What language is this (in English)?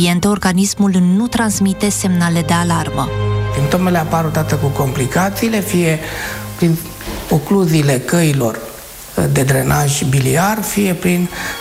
Romanian